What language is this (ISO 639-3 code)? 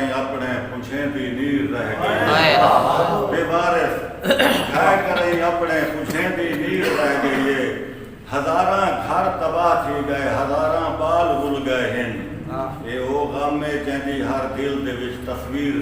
skr